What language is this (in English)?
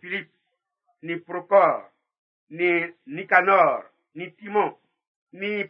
Baoulé